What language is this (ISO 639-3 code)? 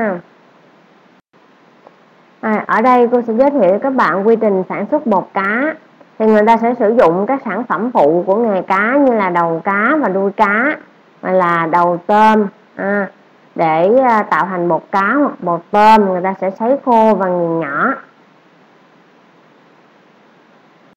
vie